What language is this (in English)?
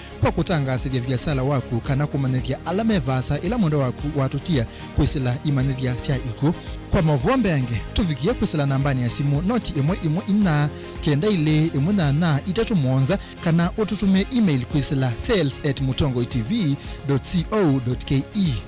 Kamba